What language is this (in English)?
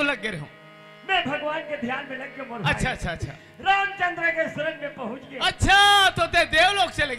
Chhattisgarhi